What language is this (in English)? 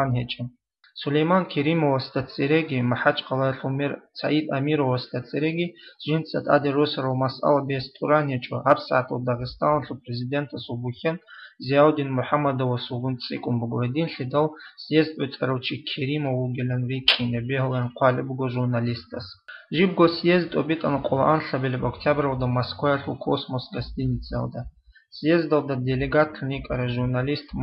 Avaric